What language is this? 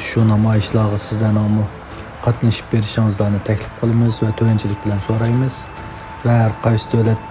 Uyghur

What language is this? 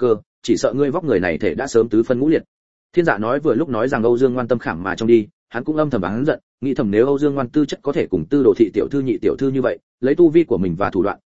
Vietnamese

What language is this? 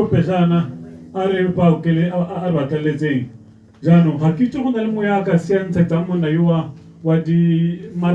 Tswana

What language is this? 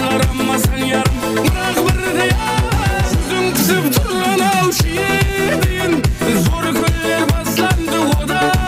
Kara-Kalpak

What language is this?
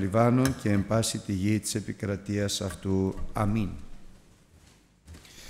Greek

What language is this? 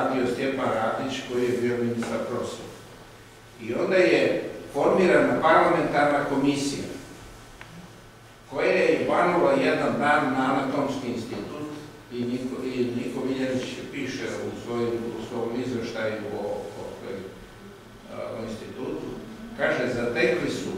Serbian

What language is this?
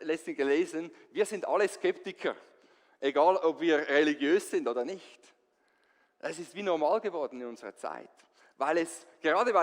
Swiss German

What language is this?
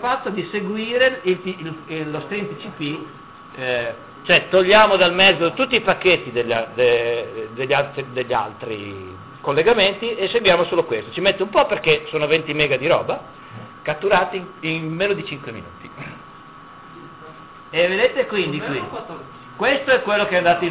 Italian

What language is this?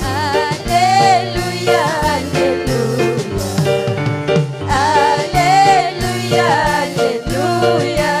Ayacucho Quechua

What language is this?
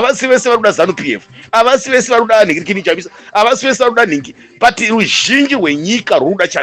Shona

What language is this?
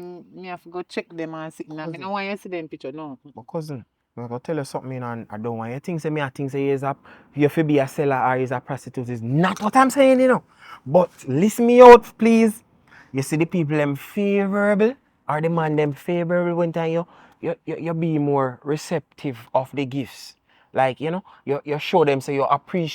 Jamaican Creole English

